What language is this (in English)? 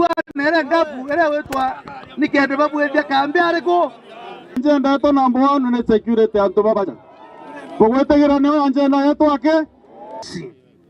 Meru